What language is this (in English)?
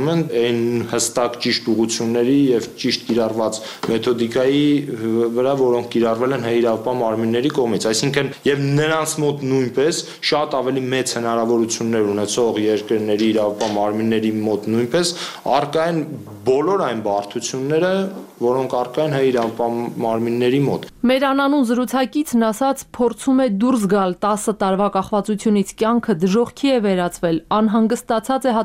Armenian